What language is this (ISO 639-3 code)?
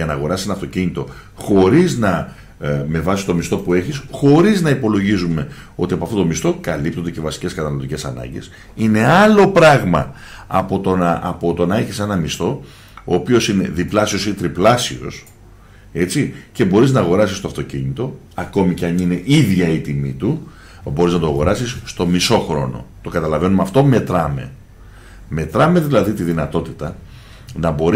ell